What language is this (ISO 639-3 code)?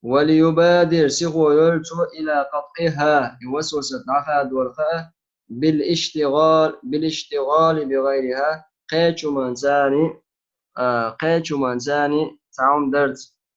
che